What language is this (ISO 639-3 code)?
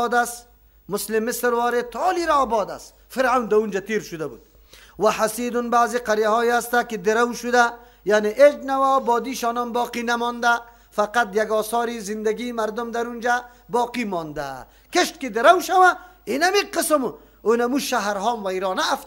fas